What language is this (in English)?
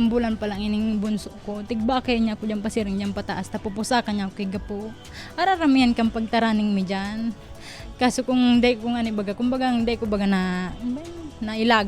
Bikol